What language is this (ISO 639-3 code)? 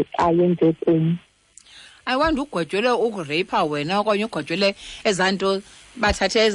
xho